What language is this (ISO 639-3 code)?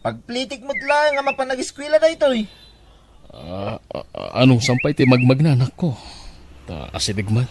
ilo